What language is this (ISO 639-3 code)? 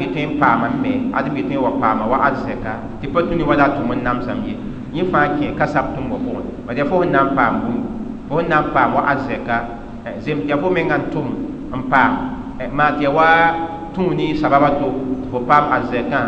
mos